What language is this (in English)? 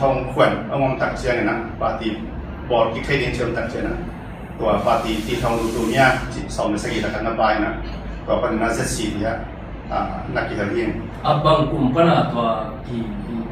Tedim Chin